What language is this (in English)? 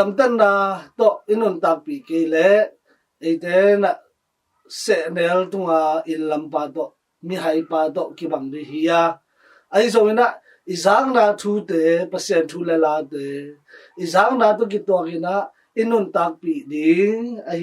Tedim Chin